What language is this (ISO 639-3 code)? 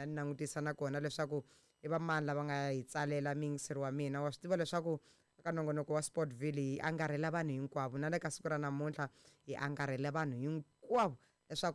tso